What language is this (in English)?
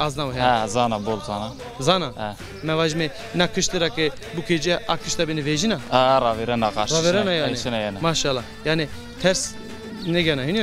Zaza